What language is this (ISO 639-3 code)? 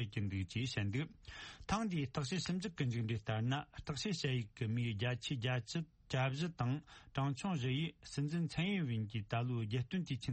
bod